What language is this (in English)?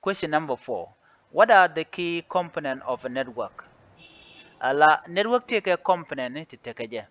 Nuer